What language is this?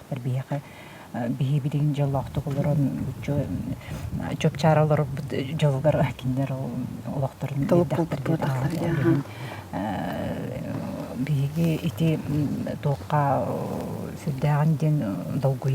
Yakut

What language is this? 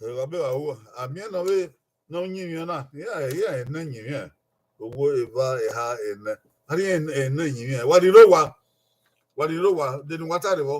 Bini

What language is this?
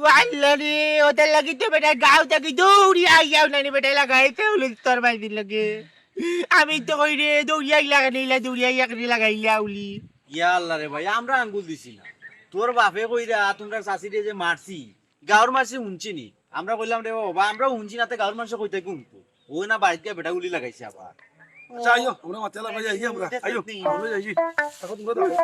Sylheti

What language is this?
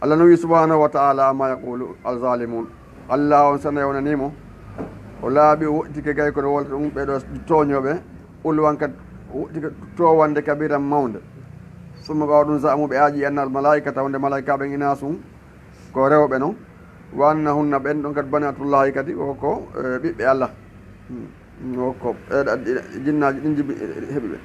Fula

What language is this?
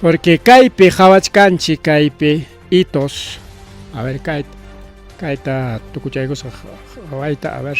Ayacucho Quechua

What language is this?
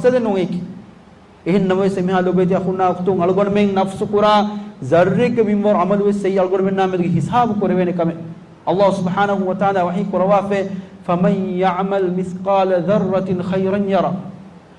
Divehi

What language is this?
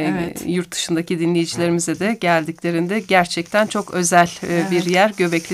Turkish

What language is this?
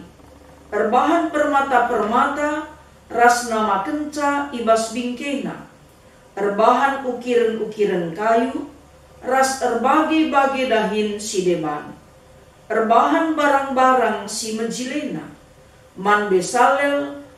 Batak Karo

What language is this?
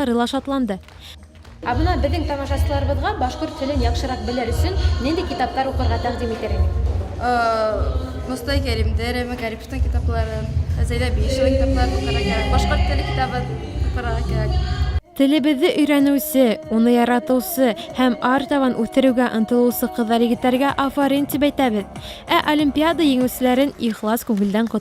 Bashkir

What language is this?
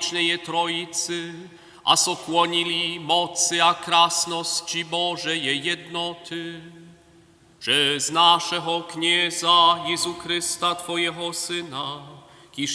Upper Sorbian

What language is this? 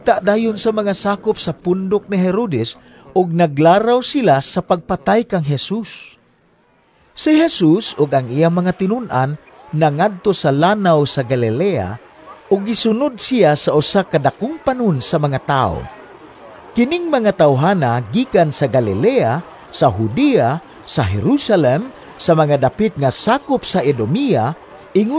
Cebuano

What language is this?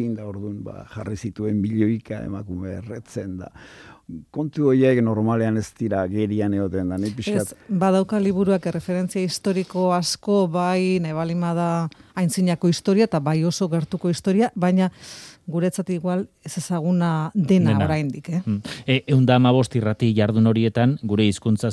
Basque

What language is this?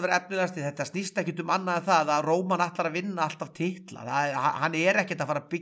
Icelandic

